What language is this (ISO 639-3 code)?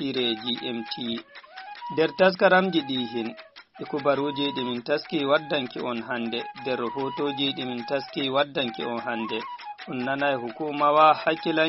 ful